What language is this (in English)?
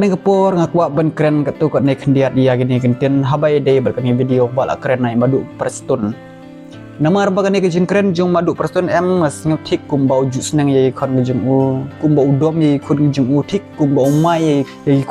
Khasi